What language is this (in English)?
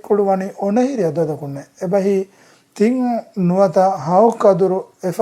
Divehi